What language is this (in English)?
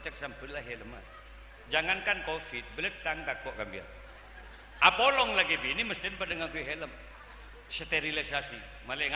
Madurese